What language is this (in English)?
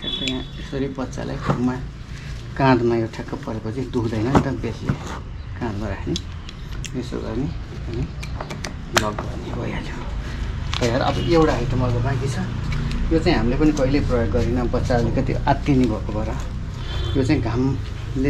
Nepali